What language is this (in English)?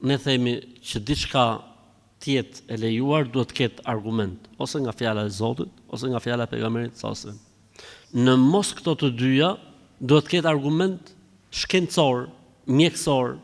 Albanian